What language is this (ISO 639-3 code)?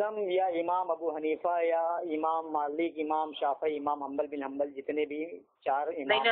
urd